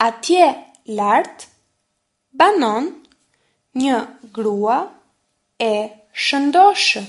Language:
Albanian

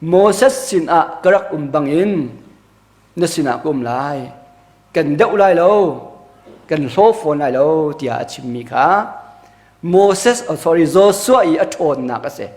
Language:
Hakha Chin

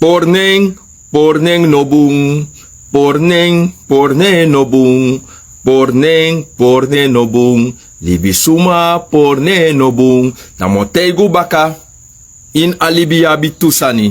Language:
Sranan Tongo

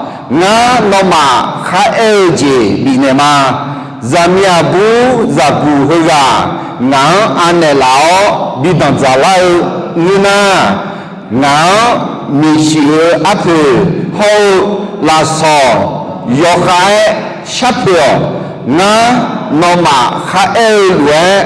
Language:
Akha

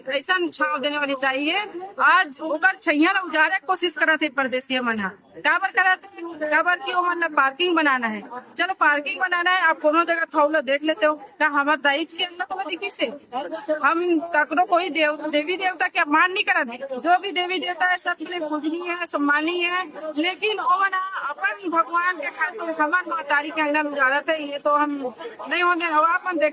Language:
Chhattisgarhi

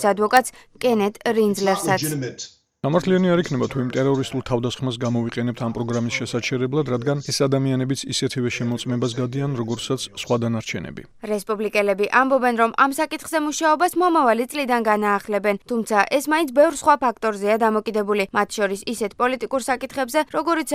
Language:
Georgian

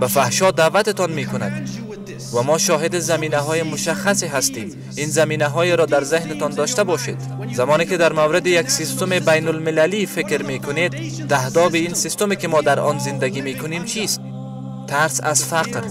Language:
Persian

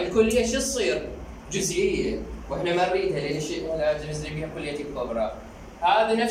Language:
Mesopotamian Arabic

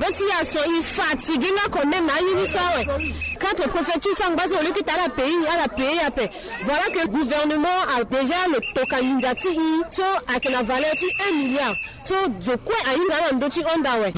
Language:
Sango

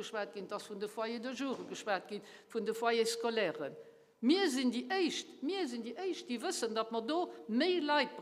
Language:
Luxembourgish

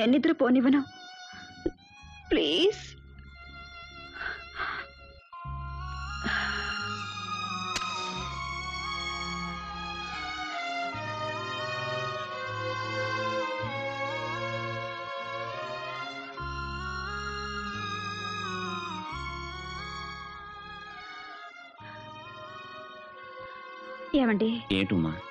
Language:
Telugu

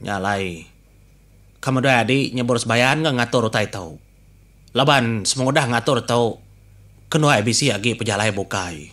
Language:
Iban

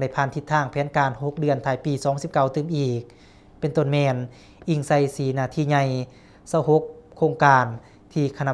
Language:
Lao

